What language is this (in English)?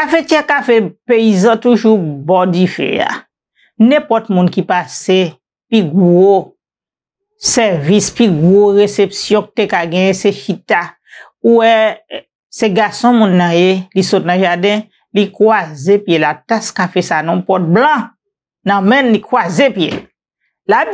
Haitian Creole